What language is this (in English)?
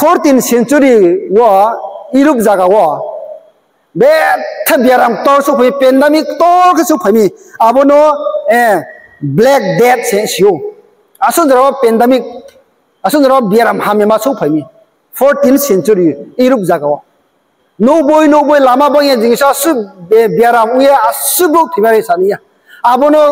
Riang (India)